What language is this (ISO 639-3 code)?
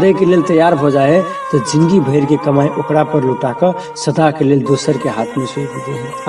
mai